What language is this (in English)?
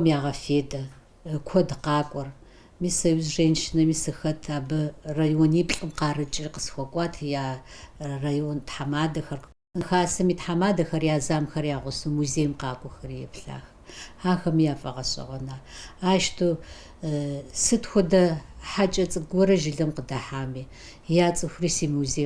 Kabardian